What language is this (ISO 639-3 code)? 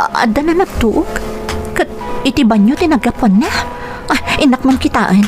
ilo